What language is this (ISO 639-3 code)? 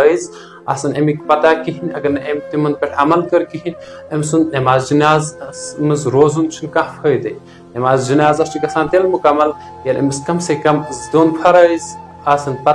kas